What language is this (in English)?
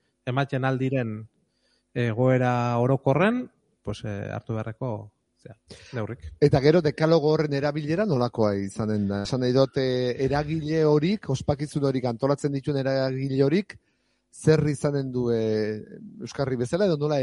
Basque